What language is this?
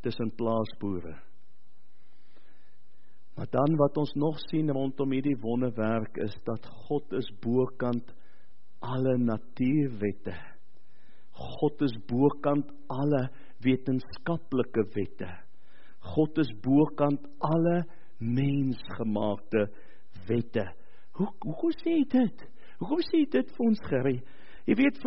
Afrikaans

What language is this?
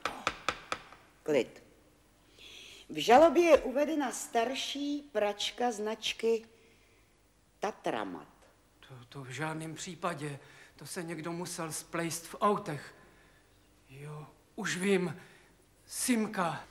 Czech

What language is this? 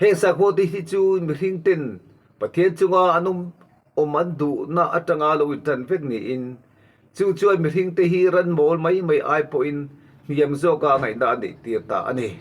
Mizo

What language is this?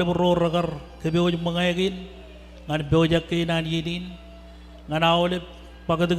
Marshallese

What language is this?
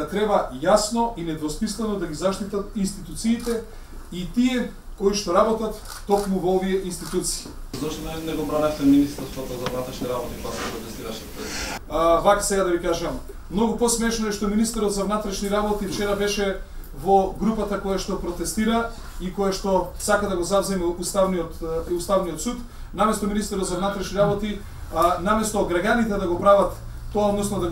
Macedonian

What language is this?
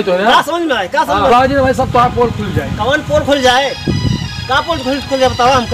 Awadhi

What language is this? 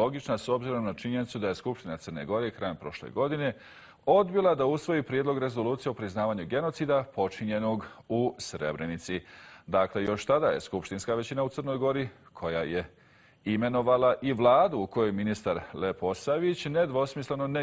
Bosnian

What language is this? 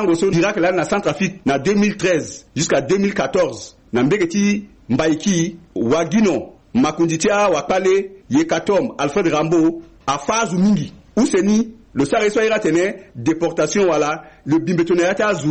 Sango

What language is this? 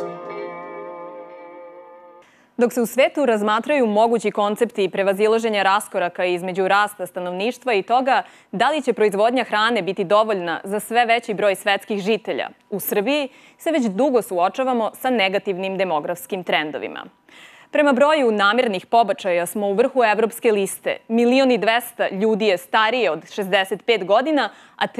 Serbian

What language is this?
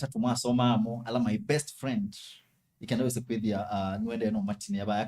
Kamba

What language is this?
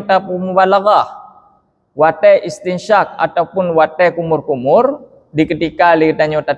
Achinese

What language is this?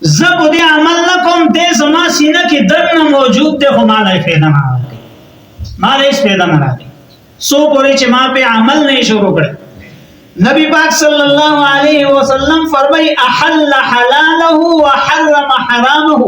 Pashto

